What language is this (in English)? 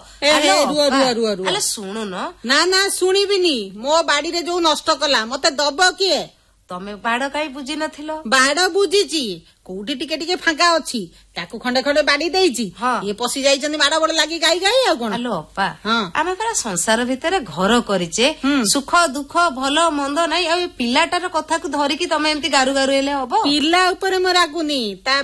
Odia